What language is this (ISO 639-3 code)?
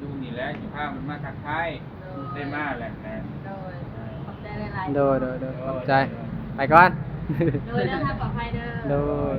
tts